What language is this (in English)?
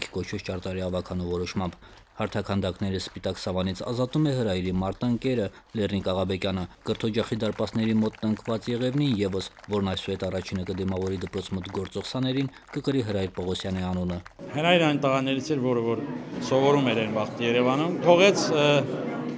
Armenian